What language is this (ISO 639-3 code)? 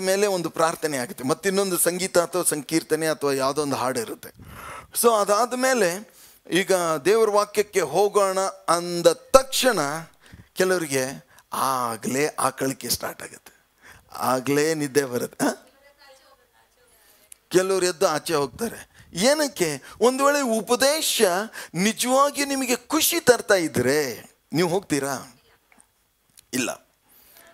kan